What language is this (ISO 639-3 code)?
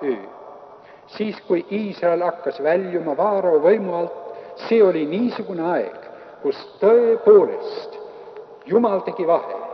est